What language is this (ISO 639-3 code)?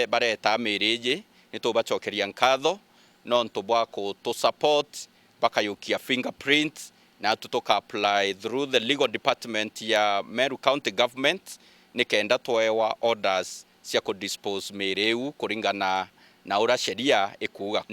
mer